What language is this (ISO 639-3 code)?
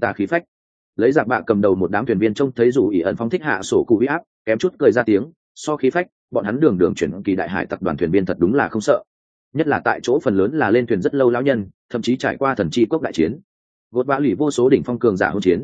vie